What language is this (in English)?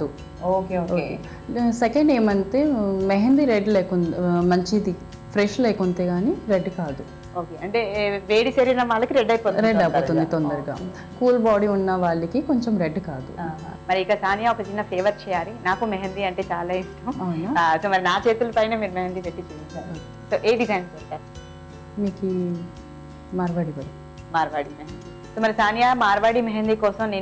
Telugu